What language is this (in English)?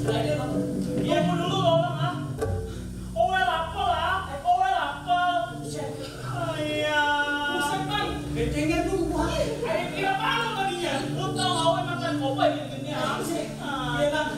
Betawi